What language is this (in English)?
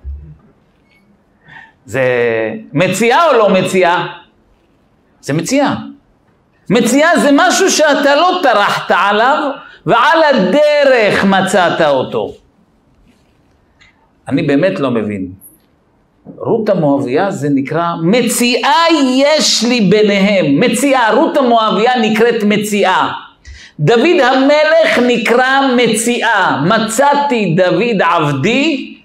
Hebrew